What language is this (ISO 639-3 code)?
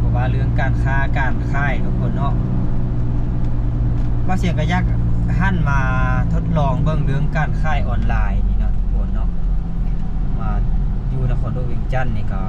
lao